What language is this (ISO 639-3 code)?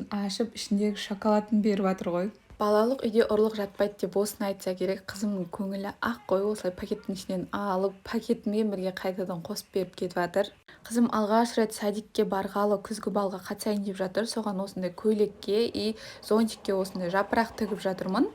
kaz